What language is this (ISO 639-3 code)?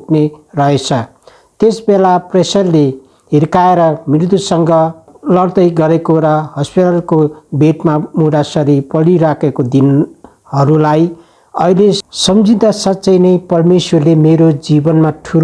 nep